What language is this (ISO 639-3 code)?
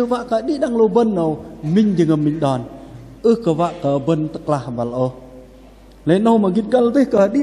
bdq